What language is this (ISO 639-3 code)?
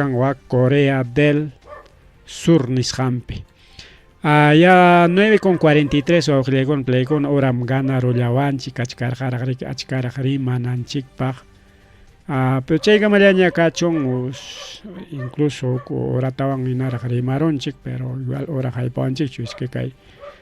quy